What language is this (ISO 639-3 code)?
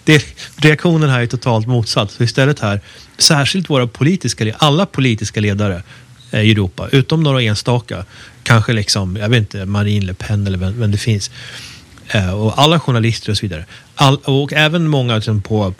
swe